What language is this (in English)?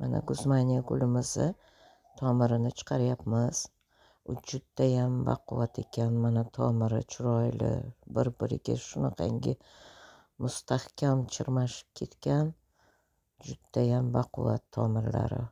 Uzbek